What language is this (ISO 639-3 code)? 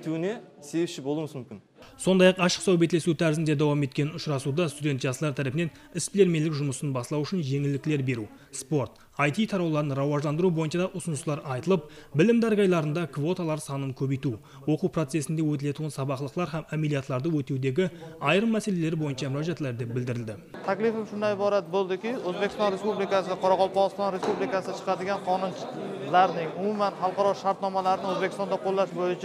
kaa